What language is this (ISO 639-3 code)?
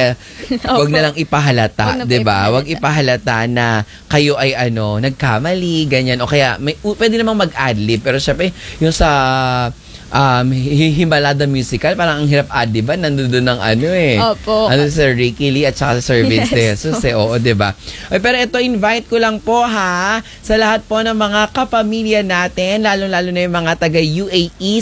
fil